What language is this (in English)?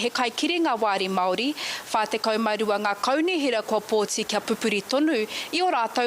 Māori